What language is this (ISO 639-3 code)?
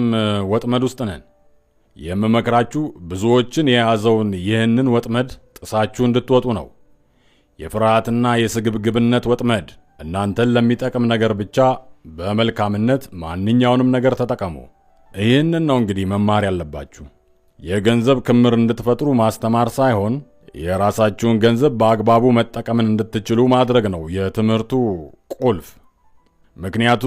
amh